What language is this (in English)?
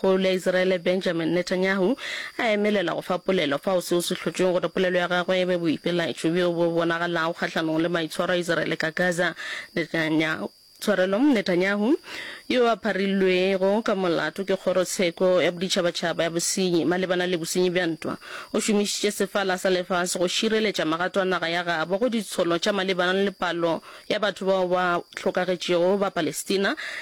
Northern Sotho